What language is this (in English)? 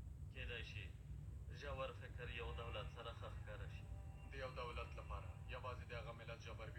Pashto